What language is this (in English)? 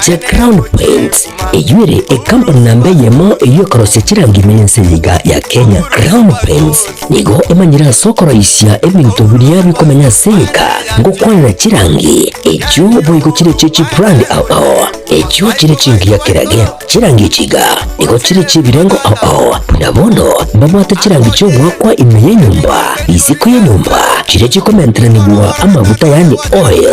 Gusii